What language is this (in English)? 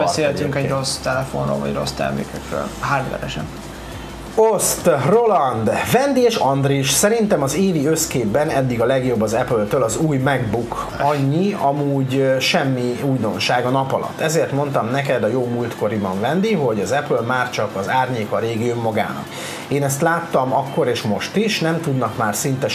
Hungarian